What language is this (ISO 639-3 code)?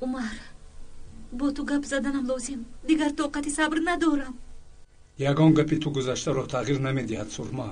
tgk